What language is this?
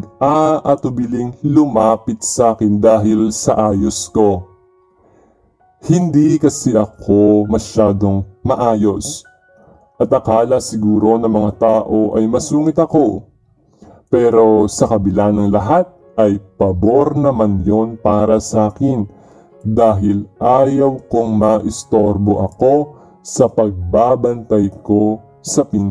Filipino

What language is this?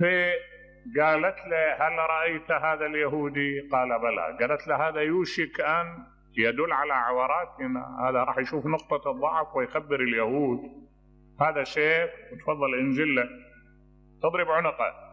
Mesopotamian Arabic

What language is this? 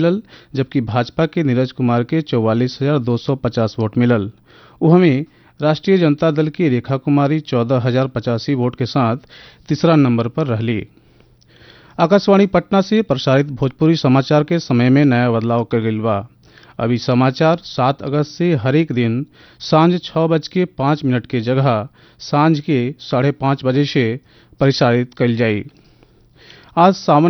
Bhojpuri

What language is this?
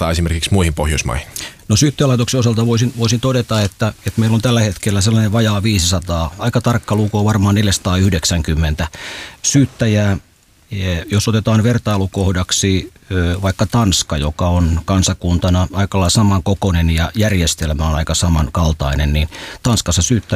Finnish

